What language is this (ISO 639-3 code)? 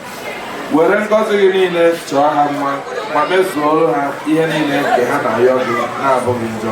ibo